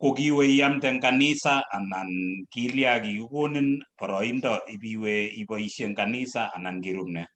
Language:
Kalenjin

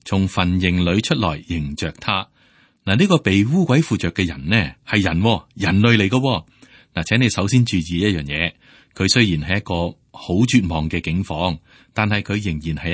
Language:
Cantonese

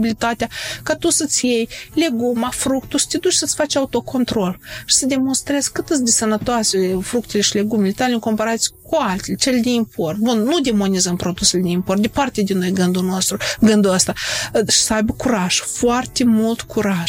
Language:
Romanian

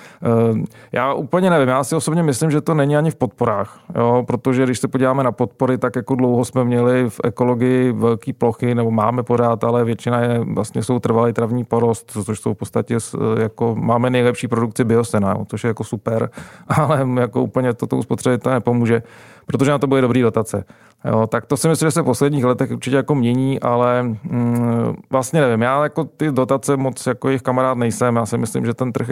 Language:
Czech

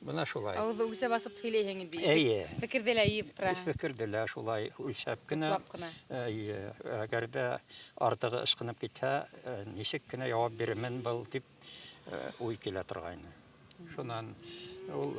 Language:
Bashkir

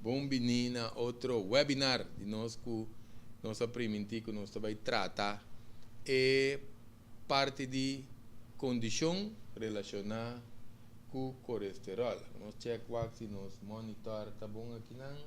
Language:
Papiamento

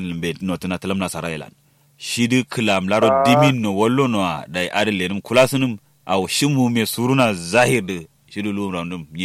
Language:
Kanuri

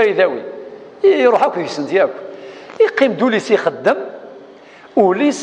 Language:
Kabyle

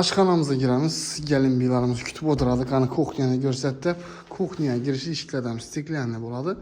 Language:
Uzbek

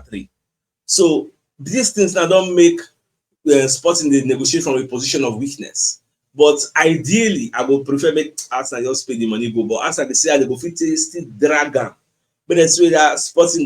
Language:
Nigerian Pidgin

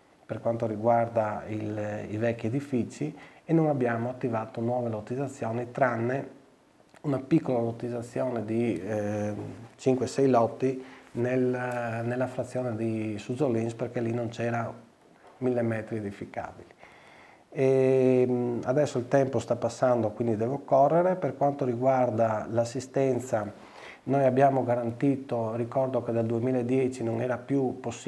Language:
Italian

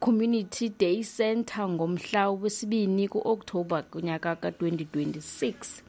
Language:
Xhosa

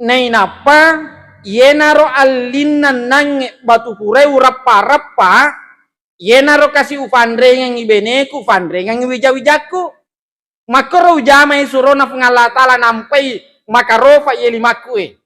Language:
Buginese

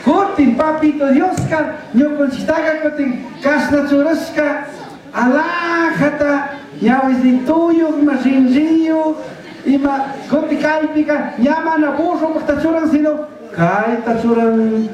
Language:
Chimborazo Highland Quichua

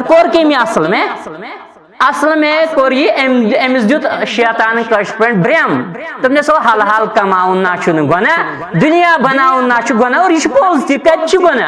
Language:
Kashmiri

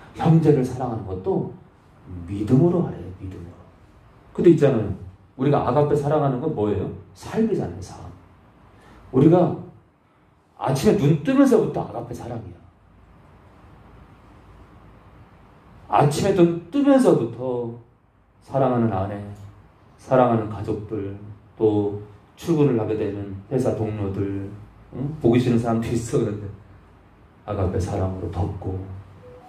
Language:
Korean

